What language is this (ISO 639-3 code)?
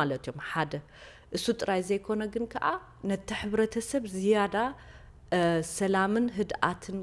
tir